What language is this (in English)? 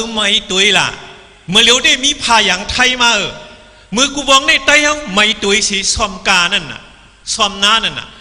Shan